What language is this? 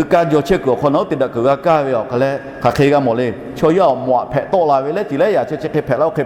Lahu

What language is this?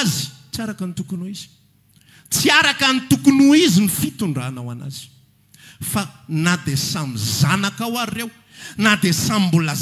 Malagasy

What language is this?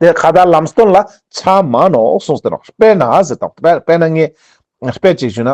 Ladakhi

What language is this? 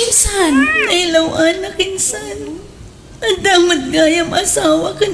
Iloko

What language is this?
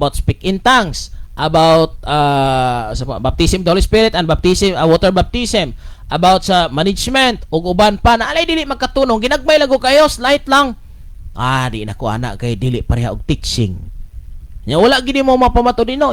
Cebuano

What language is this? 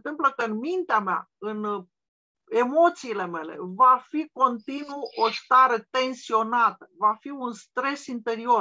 Romanian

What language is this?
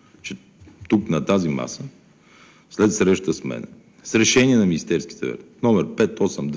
Bulgarian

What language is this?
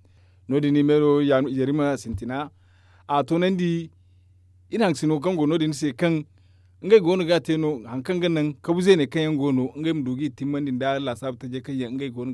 Zarma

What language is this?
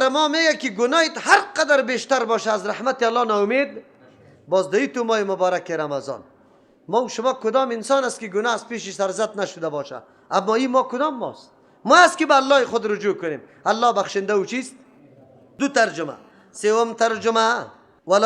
Persian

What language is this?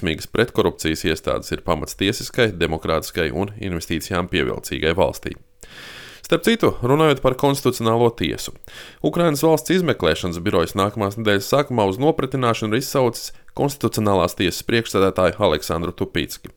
Latvian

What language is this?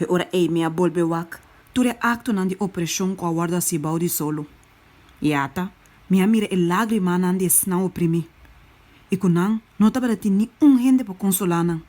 Papiamento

